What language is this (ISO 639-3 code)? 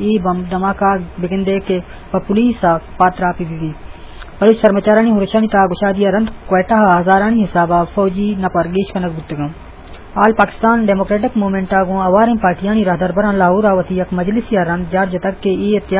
bgp